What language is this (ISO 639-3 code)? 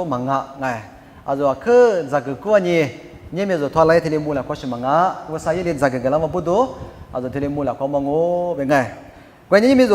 lis